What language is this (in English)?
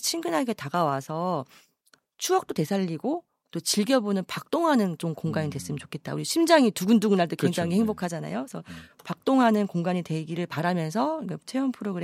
Korean